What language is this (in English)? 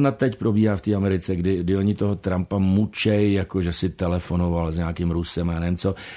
Czech